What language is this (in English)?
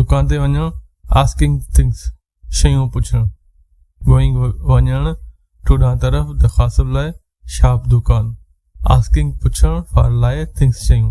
Sindhi